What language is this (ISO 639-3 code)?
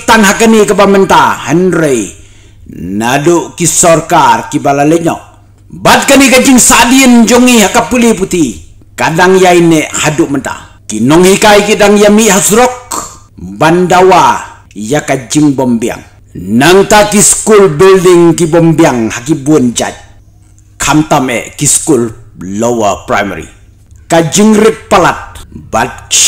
kha